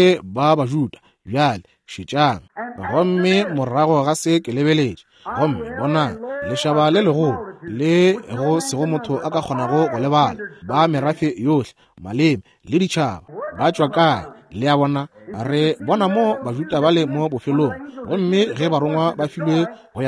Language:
Northern Sotho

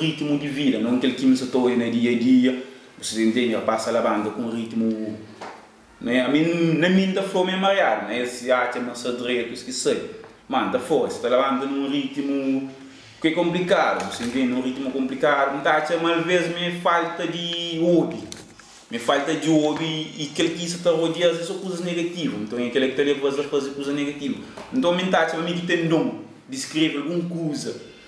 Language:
Kabuverdianu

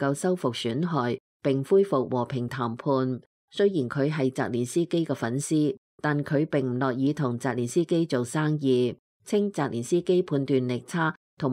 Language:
Cantonese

